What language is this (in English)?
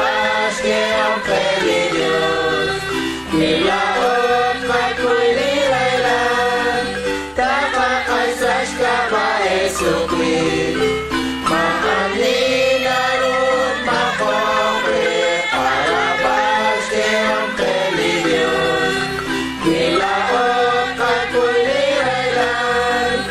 Kekchí